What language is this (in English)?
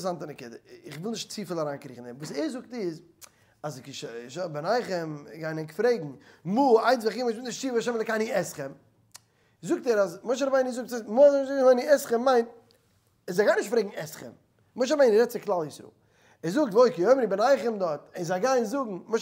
Yiddish